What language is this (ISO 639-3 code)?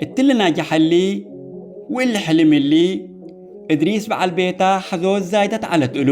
tig